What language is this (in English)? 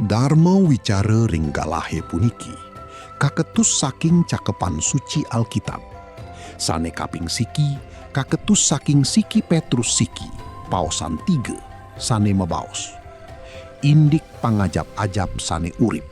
Balinese